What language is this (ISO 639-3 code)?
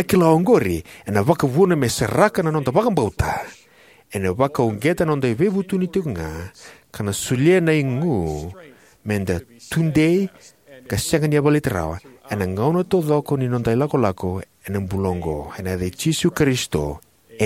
fij